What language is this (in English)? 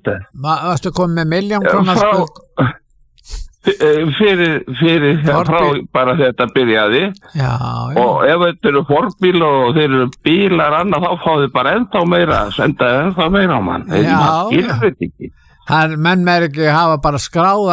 Icelandic